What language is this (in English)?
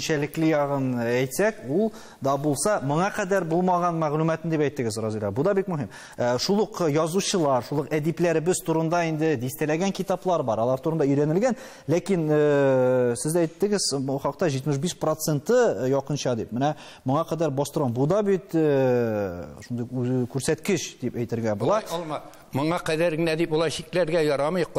Tatar